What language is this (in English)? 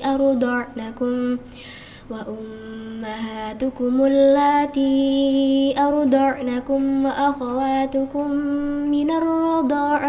Arabic